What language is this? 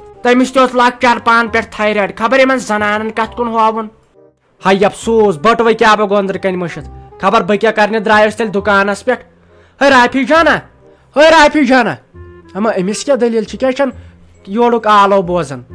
Kashmiri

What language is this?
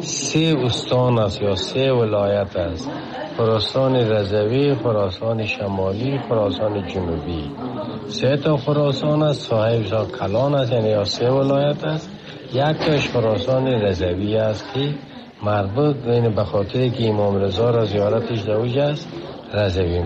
Tajik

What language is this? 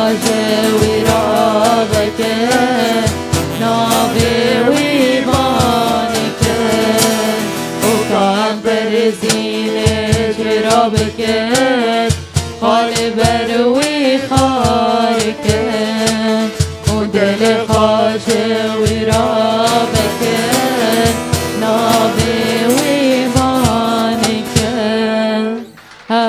Kurdish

